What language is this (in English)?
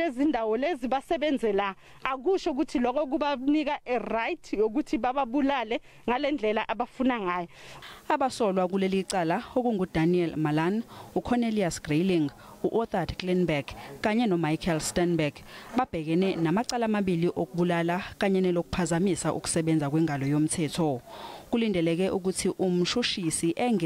Zulu